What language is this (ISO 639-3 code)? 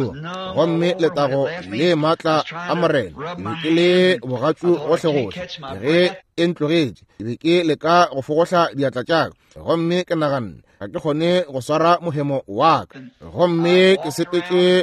nso